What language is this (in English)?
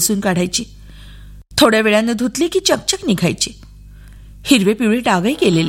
Marathi